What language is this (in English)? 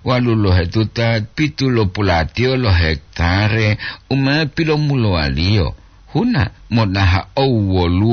Gorontalo